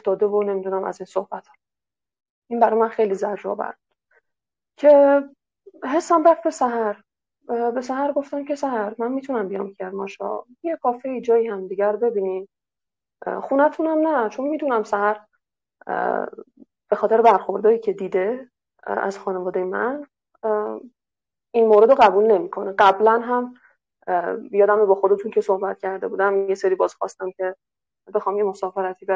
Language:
Persian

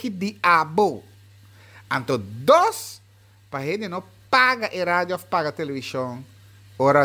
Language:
Papiamento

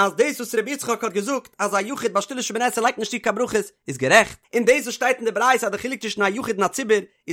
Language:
Yiddish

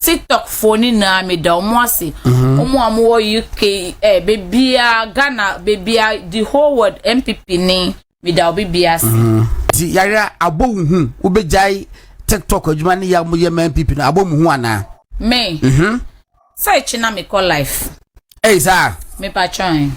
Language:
Akan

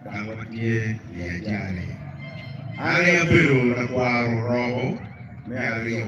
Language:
Acoli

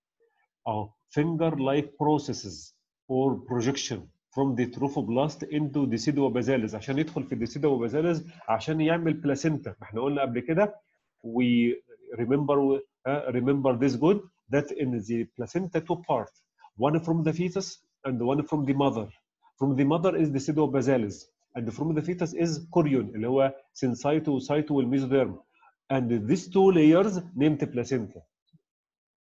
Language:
Egyptian Arabic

